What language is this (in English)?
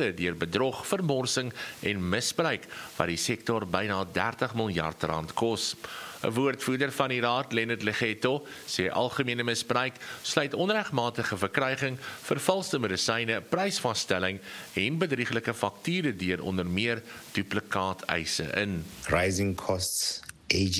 Afrikaans